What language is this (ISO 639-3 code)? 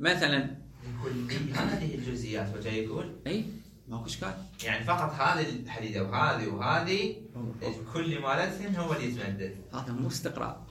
acm